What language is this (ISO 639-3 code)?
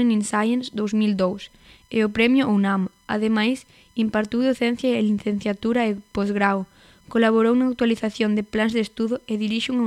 glg